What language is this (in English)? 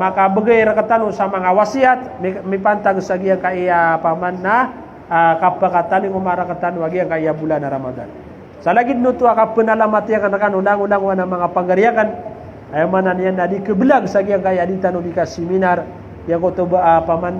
Maranao